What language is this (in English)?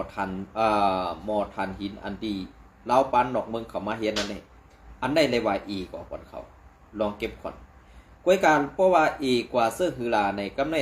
Shan